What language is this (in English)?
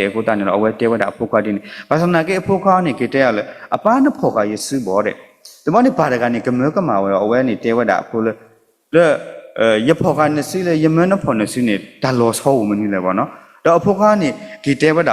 S'gaw Karen